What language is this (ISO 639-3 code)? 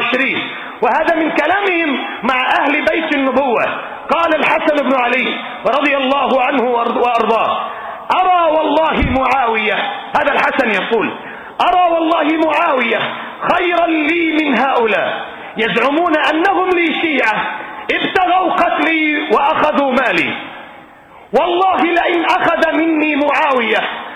ara